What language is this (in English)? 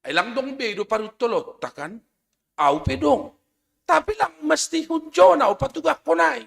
Batak Simalungun